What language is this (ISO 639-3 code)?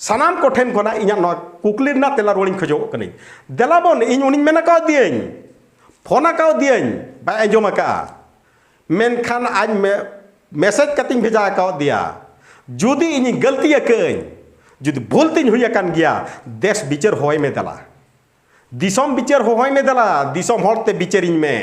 sat